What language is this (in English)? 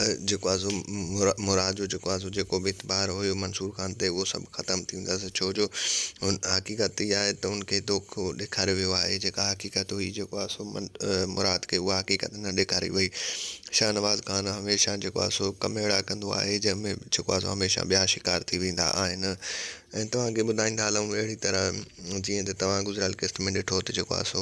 Sindhi